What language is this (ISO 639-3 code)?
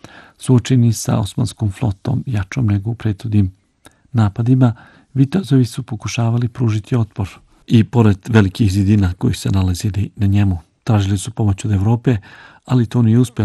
bos